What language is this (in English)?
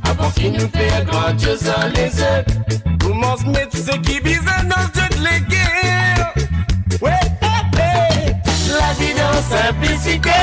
Morisyen